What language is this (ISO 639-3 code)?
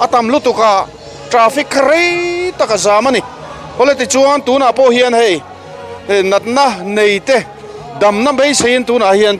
lus